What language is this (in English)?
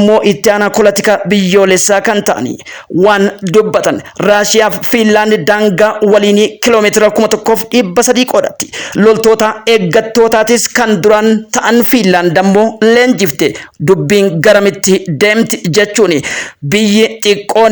Oromo